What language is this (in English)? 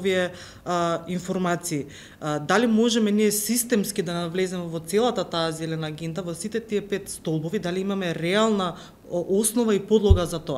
Macedonian